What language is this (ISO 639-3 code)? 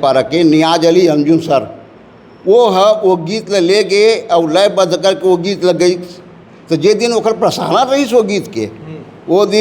hne